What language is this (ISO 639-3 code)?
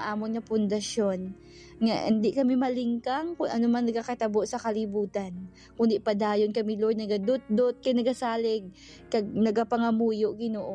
hil